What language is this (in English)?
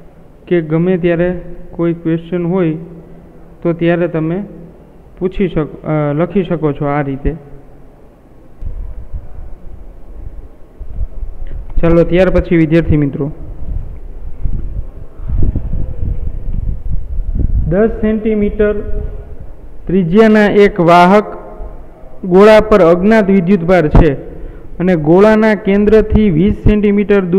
Gujarati